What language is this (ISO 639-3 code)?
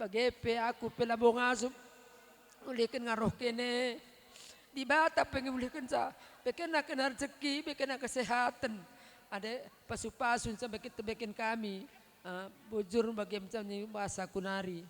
btx